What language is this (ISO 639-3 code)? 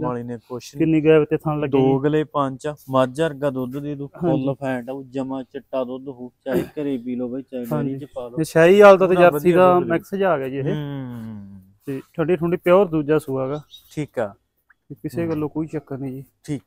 pan